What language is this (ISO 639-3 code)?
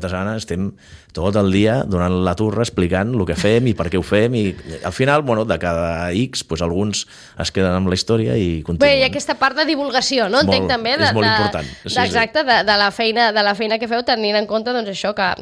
cat